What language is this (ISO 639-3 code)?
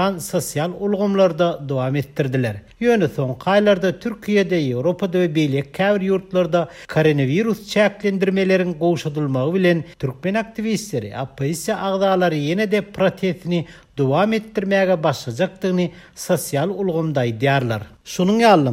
tuk